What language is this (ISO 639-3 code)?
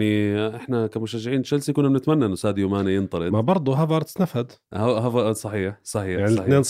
apc